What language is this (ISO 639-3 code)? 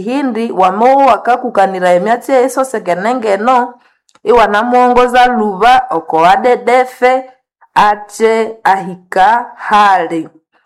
nnb